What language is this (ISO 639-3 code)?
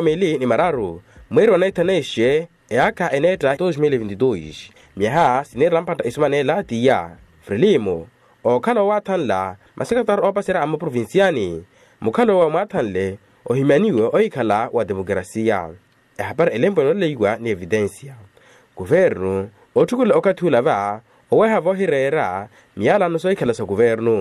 vmw